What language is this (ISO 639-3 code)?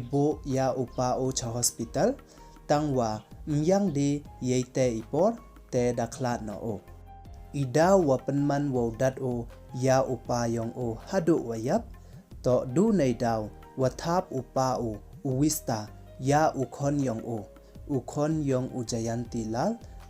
pbv